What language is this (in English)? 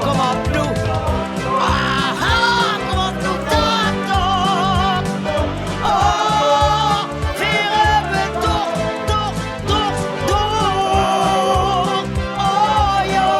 Limburgish